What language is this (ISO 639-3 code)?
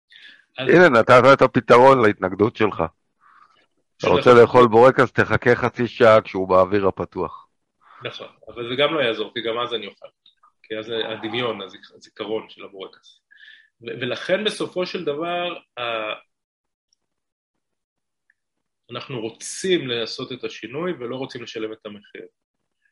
heb